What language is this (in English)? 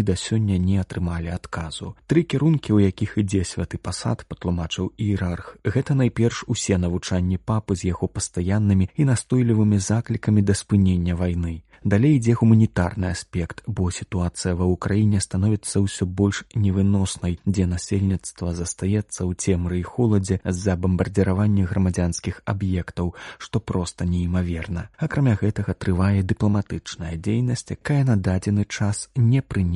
Belarusian